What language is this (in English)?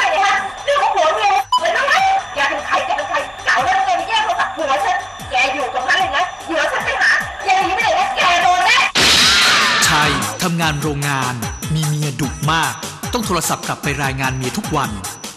Thai